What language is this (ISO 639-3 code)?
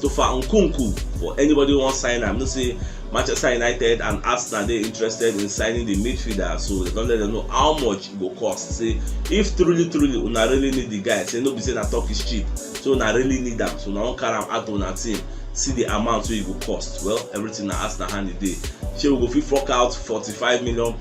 pcm